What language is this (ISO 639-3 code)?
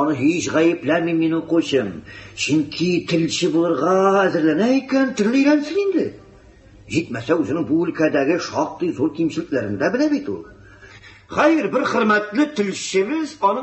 tat